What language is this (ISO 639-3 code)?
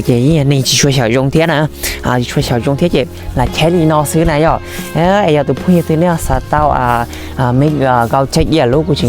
hmn